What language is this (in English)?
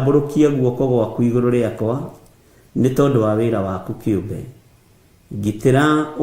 Kikuyu